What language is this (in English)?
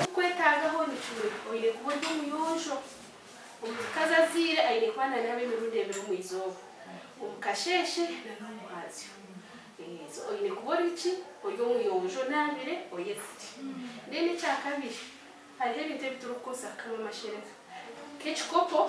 Nyankole